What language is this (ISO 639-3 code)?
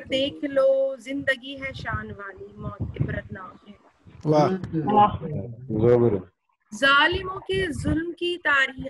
urd